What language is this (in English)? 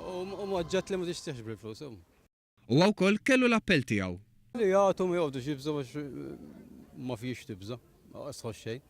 Maltese